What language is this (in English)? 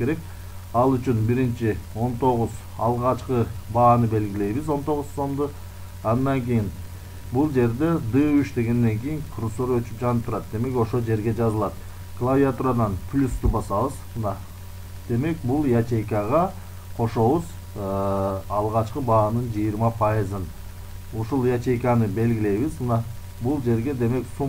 Kyrgyz